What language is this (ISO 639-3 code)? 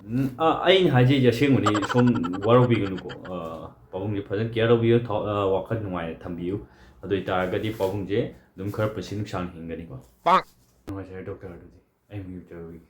mni